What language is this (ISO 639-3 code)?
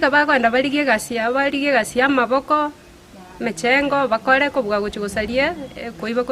guz